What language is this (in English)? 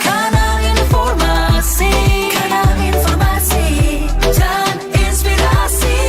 Manado Malay